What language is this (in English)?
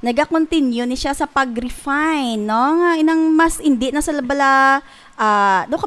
Hiligaynon